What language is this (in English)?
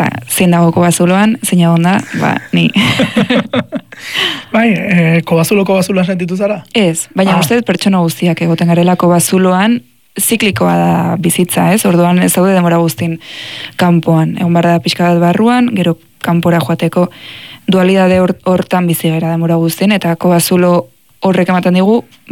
Basque